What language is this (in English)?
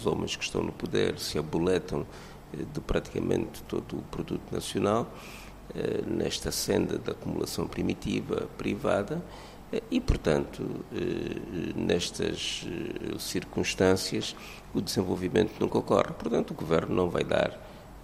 Portuguese